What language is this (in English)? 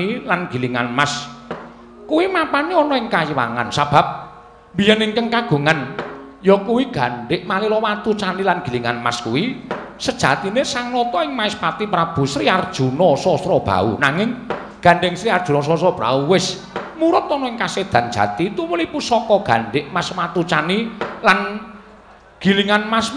Javanese